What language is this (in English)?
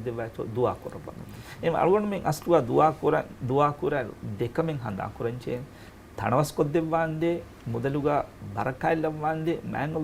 Divehi